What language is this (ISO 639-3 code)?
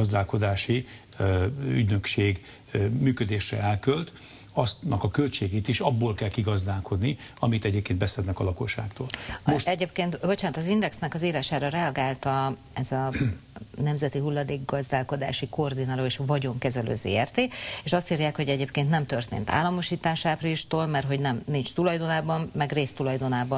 hun